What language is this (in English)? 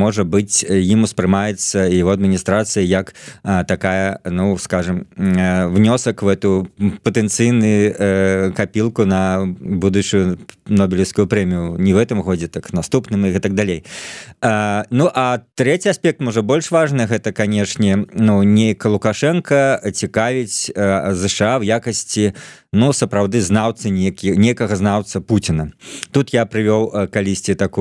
Belarusian